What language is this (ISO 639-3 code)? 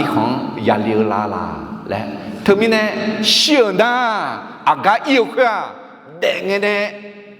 ahk